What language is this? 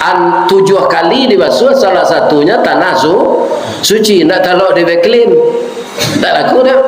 Minangkabau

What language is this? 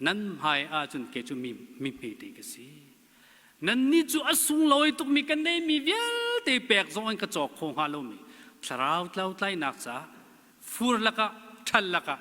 Hakha Chin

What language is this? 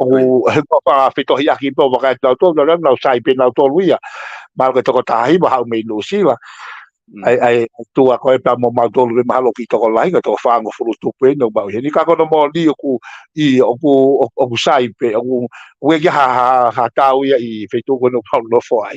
Tongan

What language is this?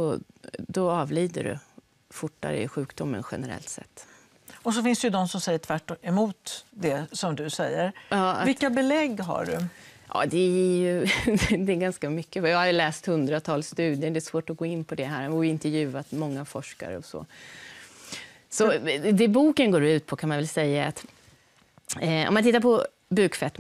Swedish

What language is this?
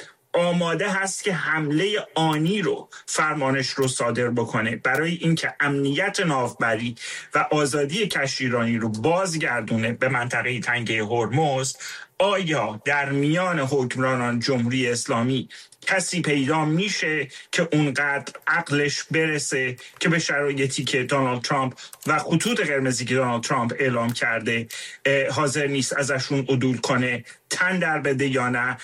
Persian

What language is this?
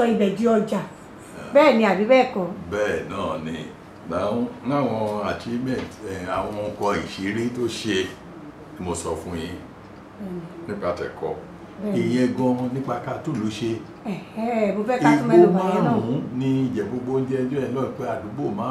Yoruba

